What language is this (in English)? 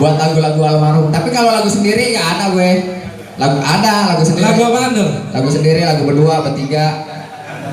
Betawi